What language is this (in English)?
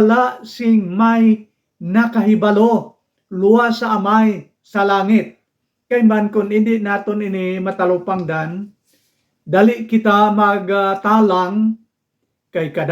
Hiligaynon